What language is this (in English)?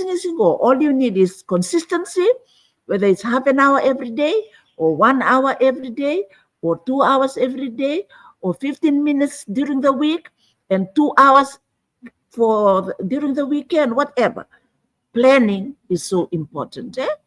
Fijian